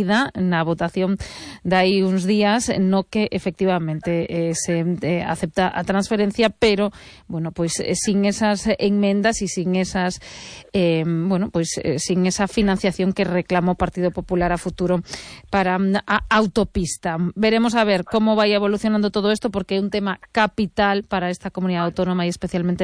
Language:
Galician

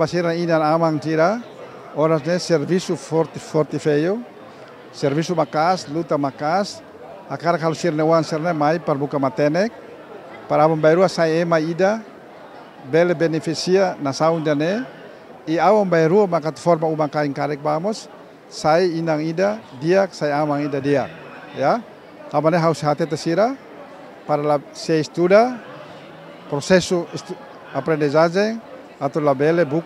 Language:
Tetum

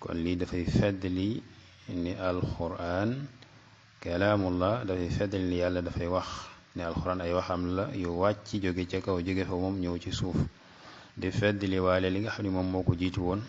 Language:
Wolof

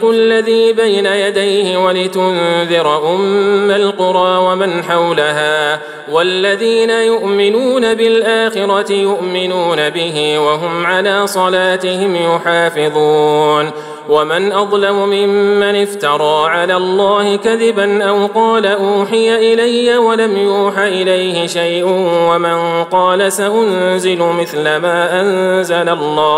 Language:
Arabic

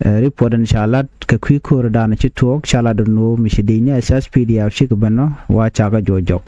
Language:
Nuer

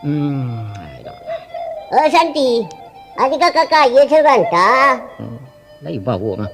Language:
Minangkabau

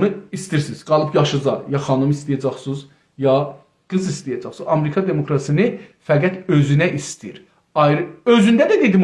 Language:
South Azerbaijani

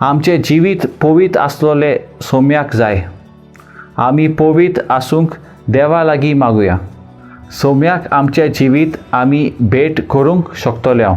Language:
Konkani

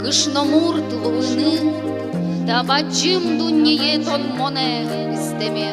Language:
Udmurt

